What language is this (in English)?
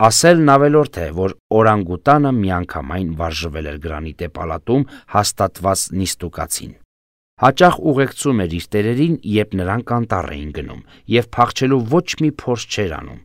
Armenian